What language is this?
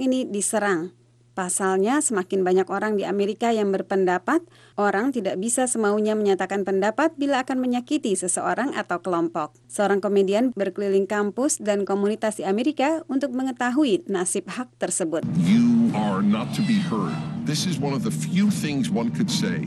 Indonesian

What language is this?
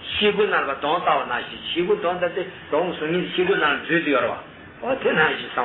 Tibetan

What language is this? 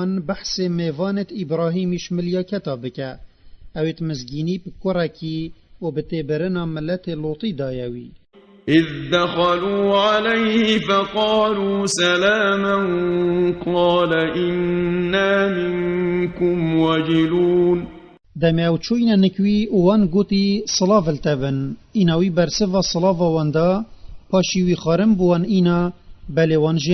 Kurdish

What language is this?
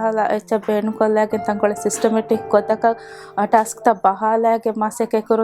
Divehi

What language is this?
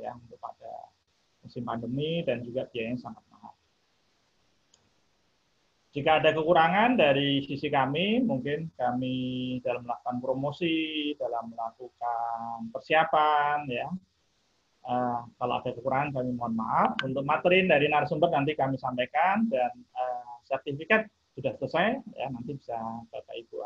Indonesian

